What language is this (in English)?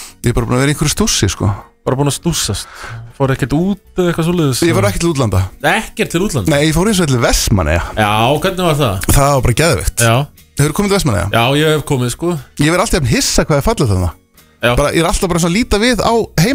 Icelandic